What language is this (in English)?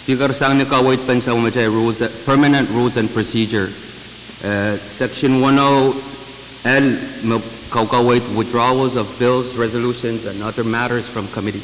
Pohnpeian